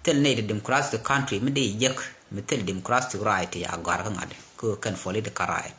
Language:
Nuer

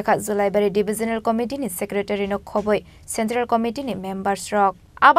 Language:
Kok Borok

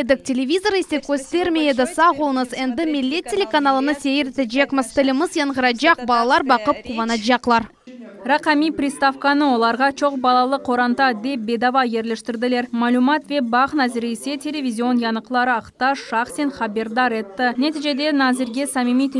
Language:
Crimean Tatar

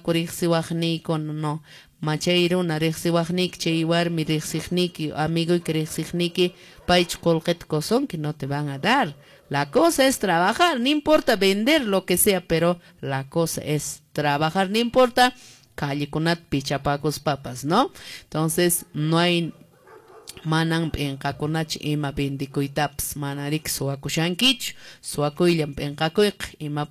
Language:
Quechua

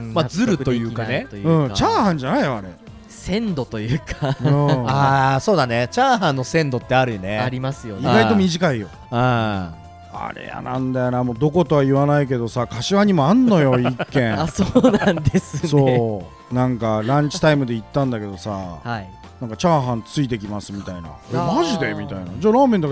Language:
Japanese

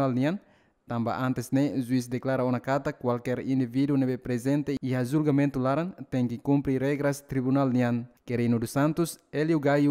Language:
Tetum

